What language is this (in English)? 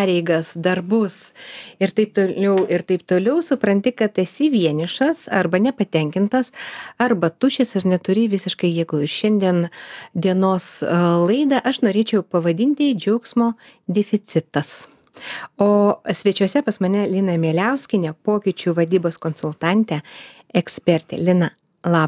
Lithuanian